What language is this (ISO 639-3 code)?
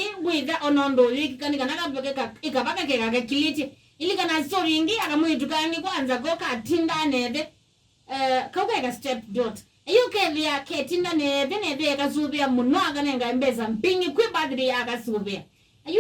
kam